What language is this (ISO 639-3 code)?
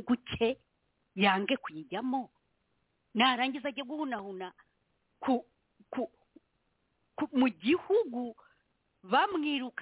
kin